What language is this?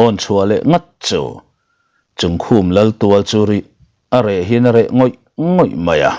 Mizo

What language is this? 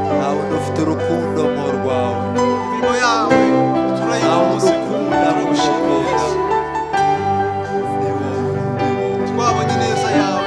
Kinyarwanda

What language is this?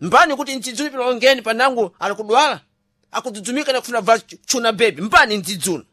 Sena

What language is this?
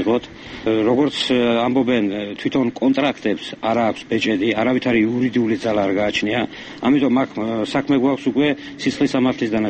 Georgian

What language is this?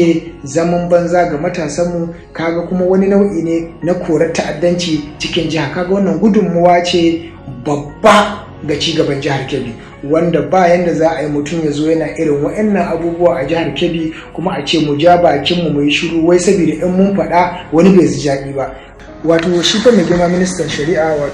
Hausa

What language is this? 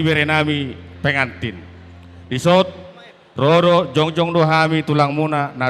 Batak Toba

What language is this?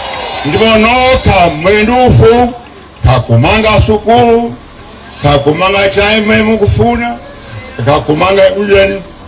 Nyanja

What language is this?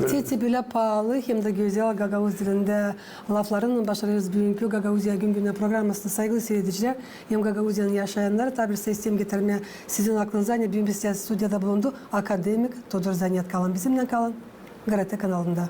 Gagauz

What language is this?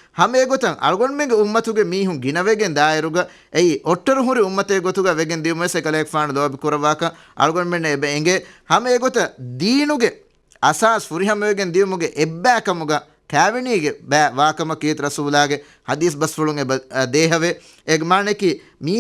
Divehi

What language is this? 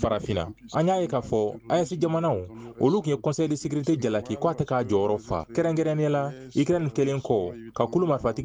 Bambara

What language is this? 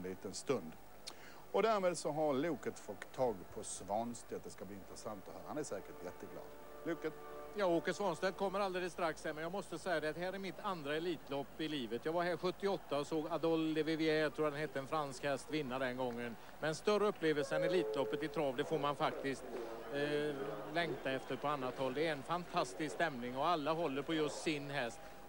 Swedish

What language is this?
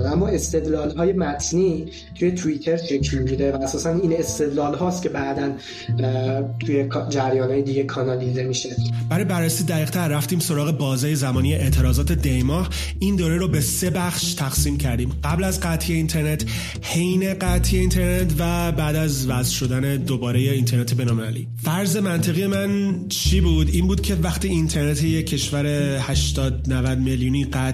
Persian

